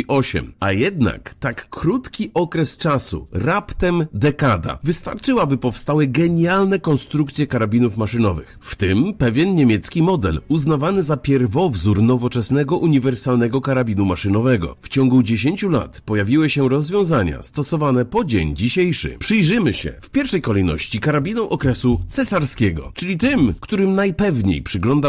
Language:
Polish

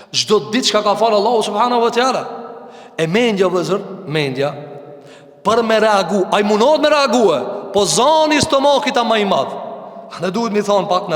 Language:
Albanian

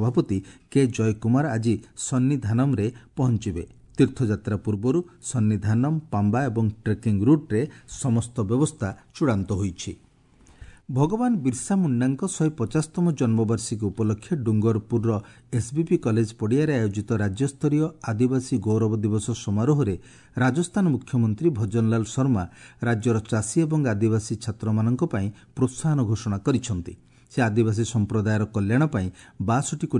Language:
Odia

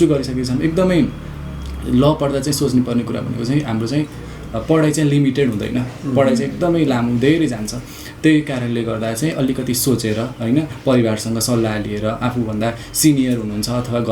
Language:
Nepali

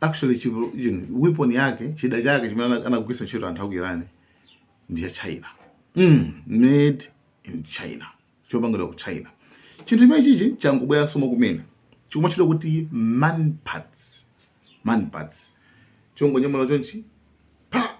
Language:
Nyanja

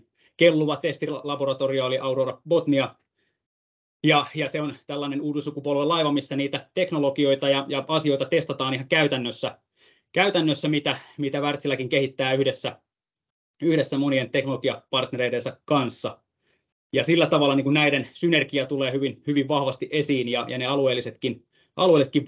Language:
Finnish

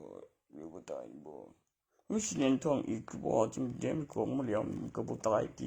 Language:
Northeastern Thai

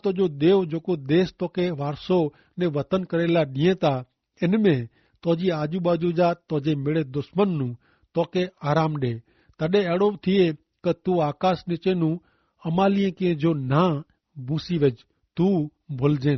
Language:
Kachhi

